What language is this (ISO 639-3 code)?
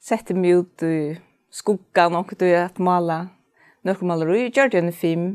fao